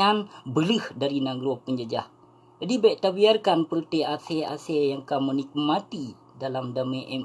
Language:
Achinese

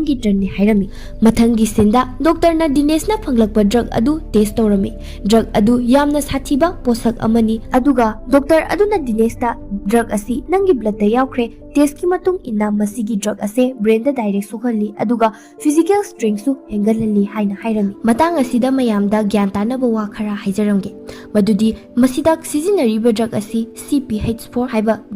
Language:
Manipuri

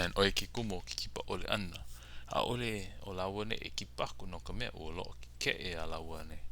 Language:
Hawaiian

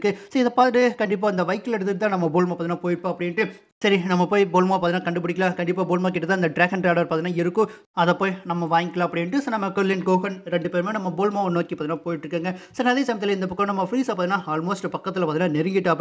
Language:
Tamil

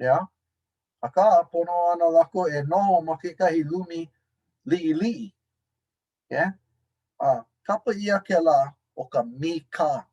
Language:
Hawaiian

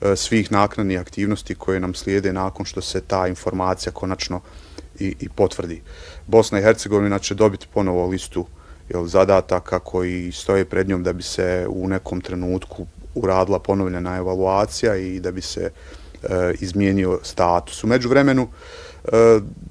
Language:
Bosnian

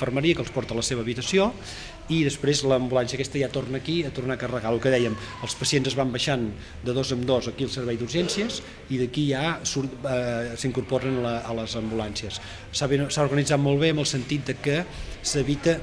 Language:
Catalan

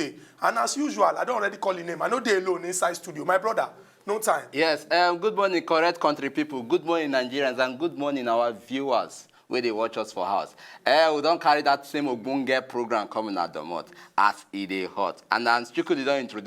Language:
Nigerian Pidgin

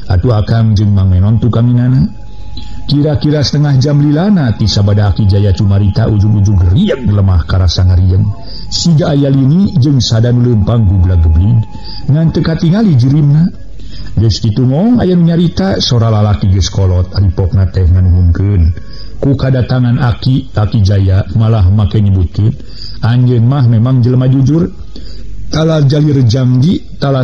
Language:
Sundanese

